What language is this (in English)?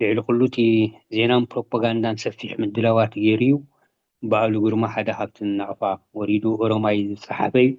Tigrinya